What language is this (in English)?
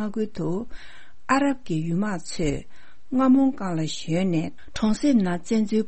Tibetan